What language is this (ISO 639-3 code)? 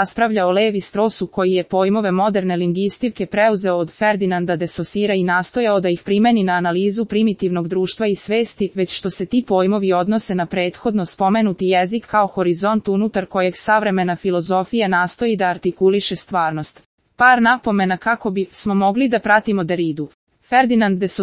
srp